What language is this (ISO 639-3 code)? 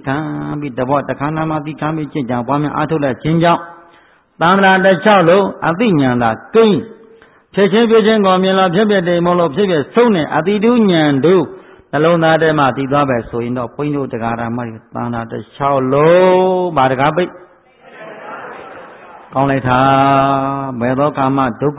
mya